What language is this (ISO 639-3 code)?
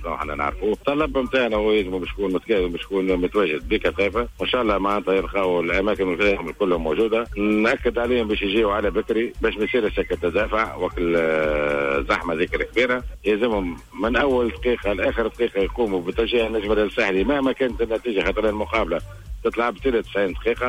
aeb